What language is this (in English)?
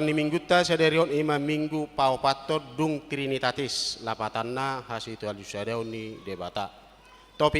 Batak Toba